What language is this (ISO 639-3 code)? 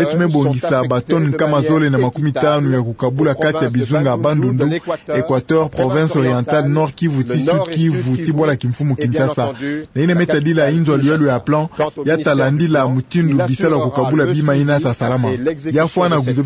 ktu